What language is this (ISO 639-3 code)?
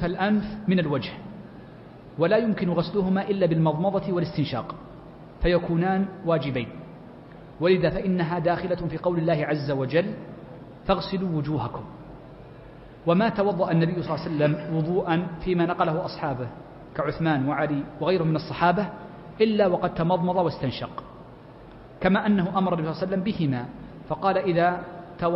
ara